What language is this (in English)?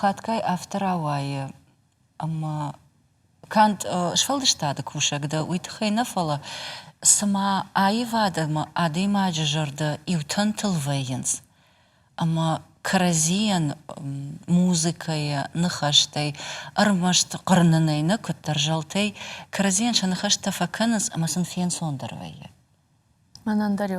Ossetic